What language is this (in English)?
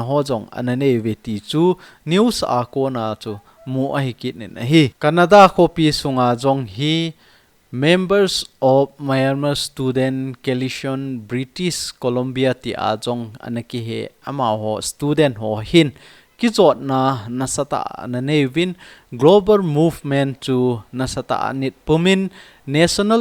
Thado Chin